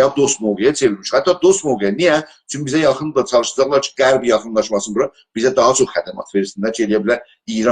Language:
South Azerbaijani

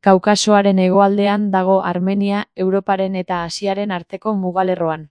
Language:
Basque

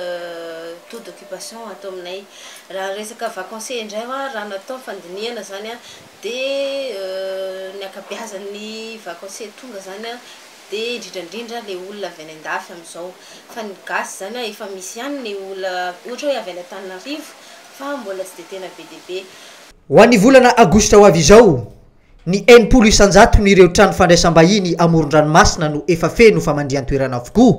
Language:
Malagasy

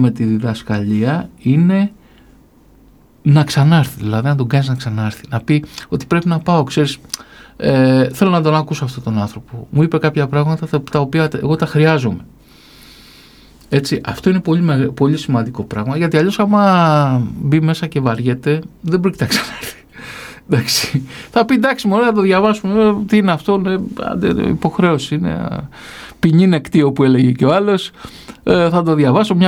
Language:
Greek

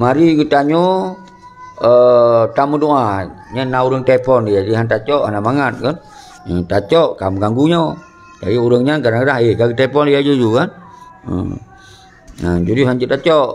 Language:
Achinese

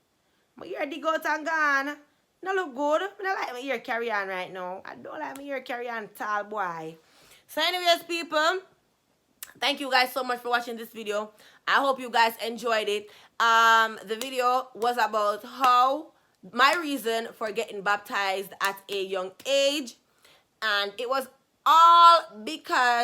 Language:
Jamaican Creole English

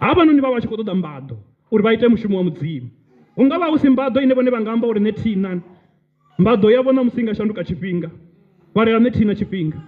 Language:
Venda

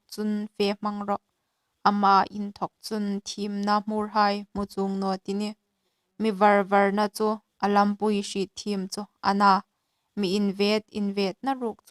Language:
Hmar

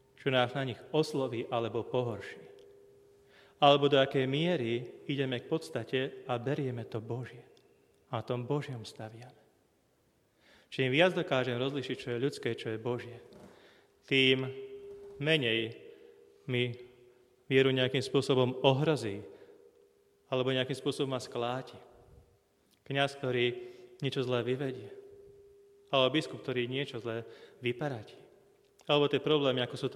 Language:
Slovak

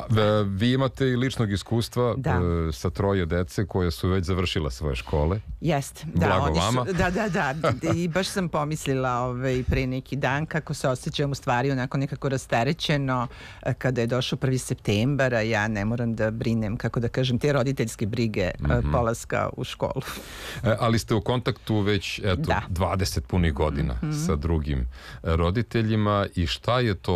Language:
Serbian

